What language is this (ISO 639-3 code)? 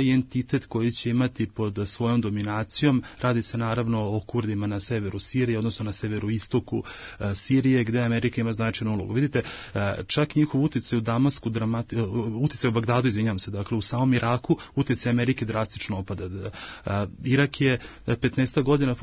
srp